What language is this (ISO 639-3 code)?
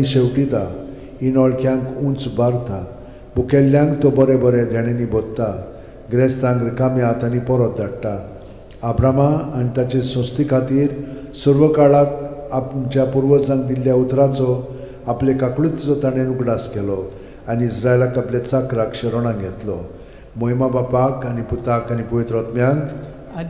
kok